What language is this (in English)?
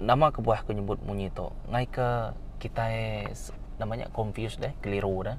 Iban